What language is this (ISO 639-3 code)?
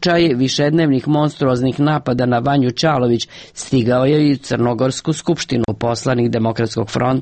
srp